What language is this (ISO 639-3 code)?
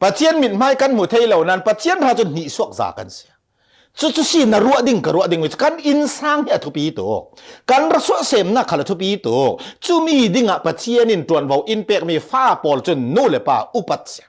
cfm